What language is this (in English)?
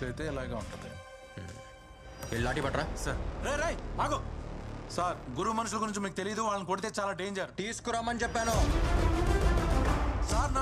Telugu